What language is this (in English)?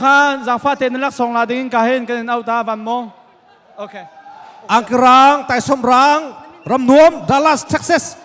Hakha Chin